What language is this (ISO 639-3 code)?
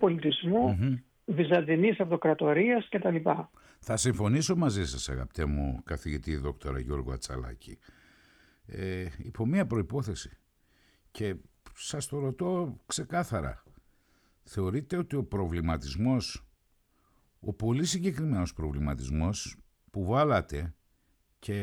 ell